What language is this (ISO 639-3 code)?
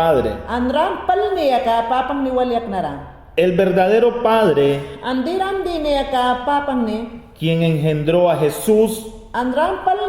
yan